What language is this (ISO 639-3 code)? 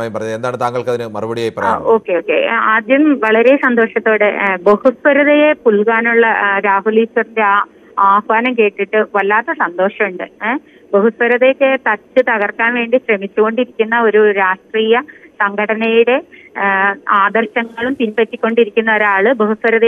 mal